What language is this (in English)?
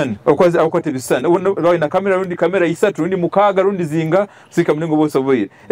Nyoro